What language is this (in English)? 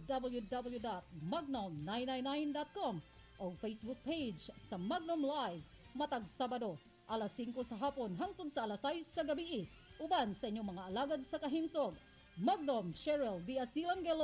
Cebuano